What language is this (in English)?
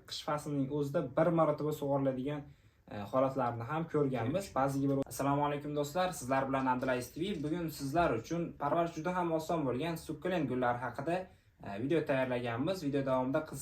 Uzbek